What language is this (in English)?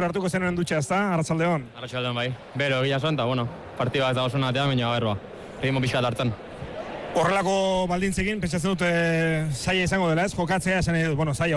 Basque